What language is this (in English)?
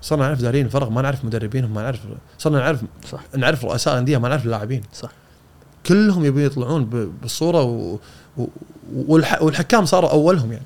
Gulf Arabic